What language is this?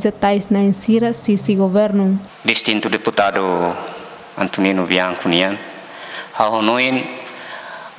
Tetum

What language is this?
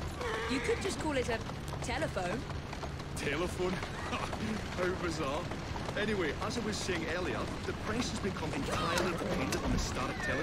English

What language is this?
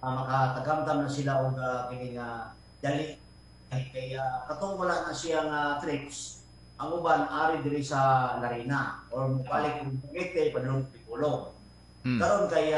Cebuano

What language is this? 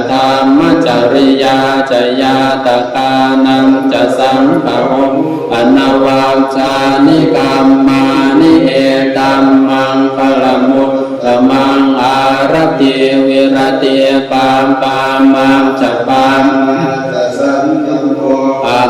Pali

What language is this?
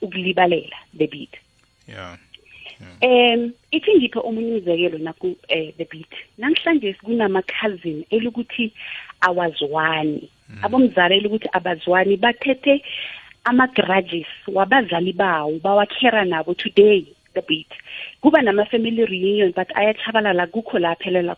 South Ndebele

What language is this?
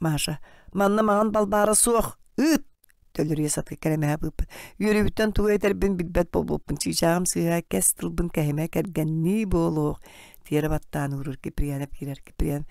Yakut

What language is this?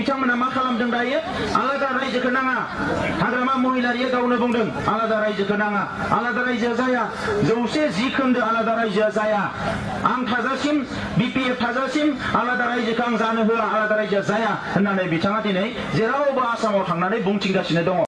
Bodo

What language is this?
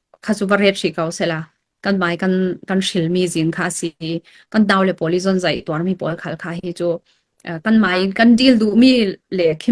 Falam Chin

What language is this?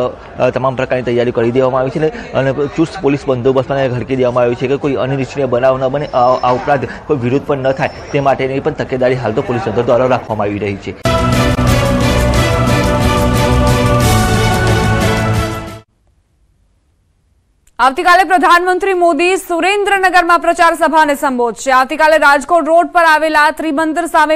Gujarati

